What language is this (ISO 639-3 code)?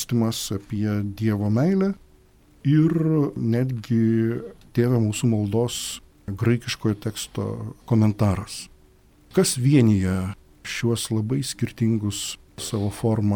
lit